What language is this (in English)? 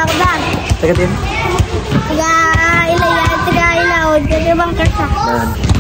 Hiligaynon